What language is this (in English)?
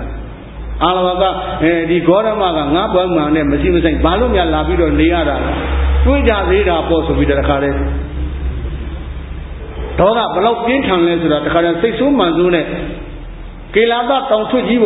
Burmese